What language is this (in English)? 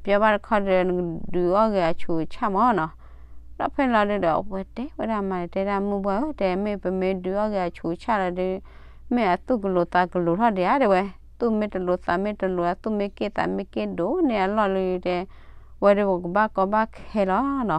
S'gaw Karen